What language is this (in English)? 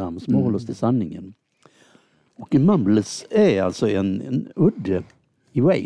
Swedish